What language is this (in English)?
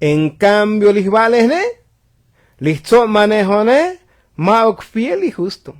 Tzotzil